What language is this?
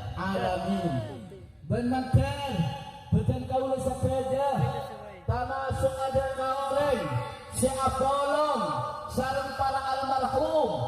Madurese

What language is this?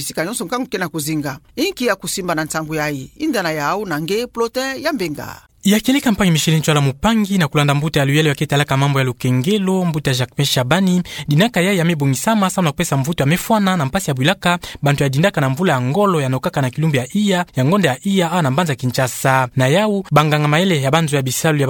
Kituba (Democratic Republic of Congo)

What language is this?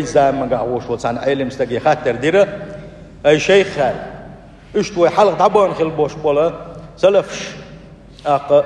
Chechen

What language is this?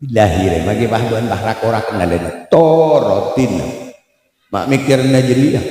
Madurese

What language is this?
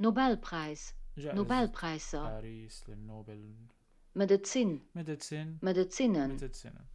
North Levantine Arabic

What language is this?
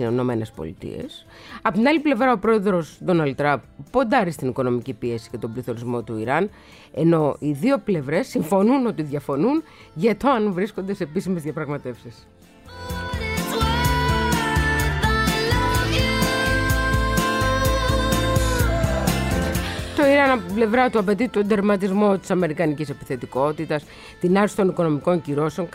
Greek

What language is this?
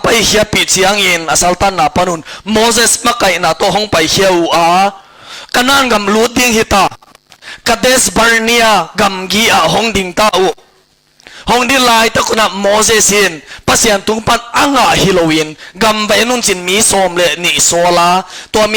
Tedim Chin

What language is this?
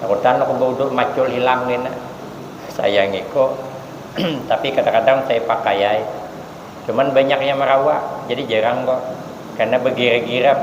Banjar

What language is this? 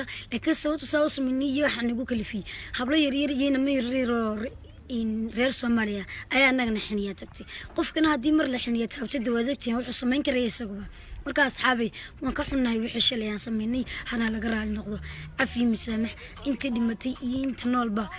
Somali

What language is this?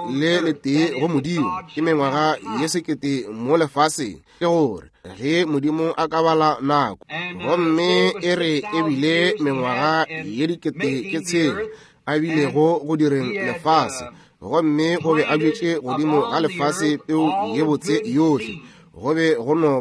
Northern Sotho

